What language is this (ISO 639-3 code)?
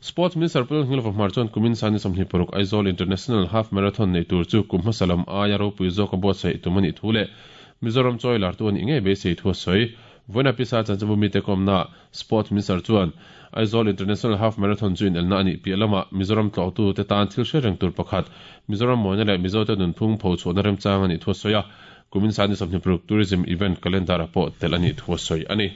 lus